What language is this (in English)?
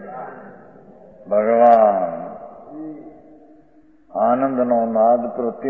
Gujarati